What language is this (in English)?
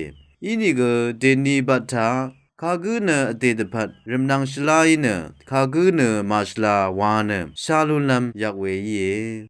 Rawang